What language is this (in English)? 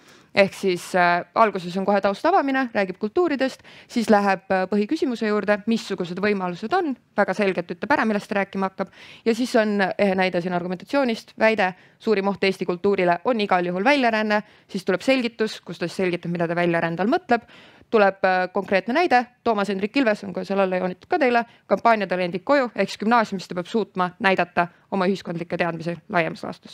Estonian